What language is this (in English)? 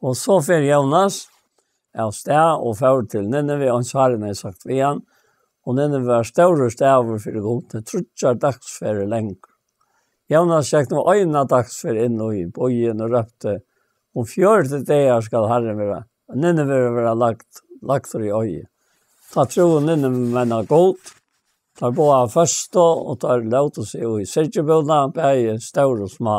Faroese